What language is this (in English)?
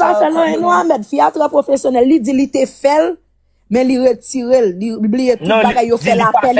Haitian Creole